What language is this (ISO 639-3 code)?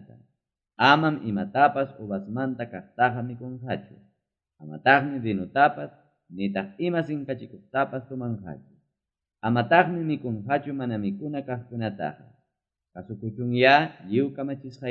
quy